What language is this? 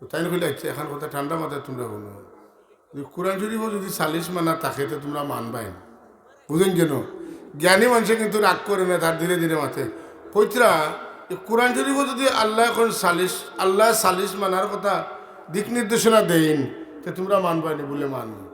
Sylheti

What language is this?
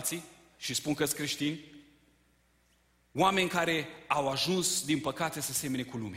Romanian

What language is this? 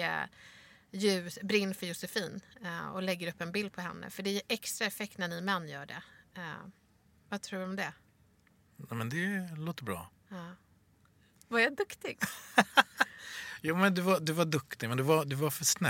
Swedish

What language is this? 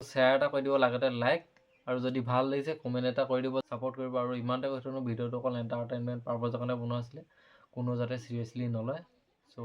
Assamese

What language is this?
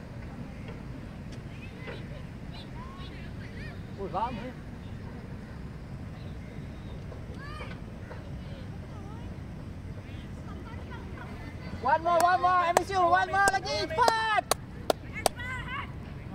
Malay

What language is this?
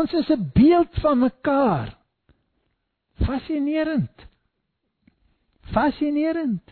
Afrikaans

